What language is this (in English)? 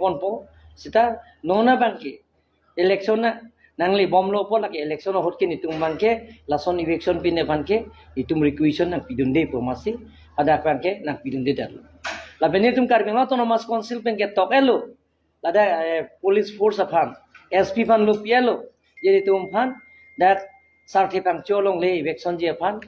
Karbi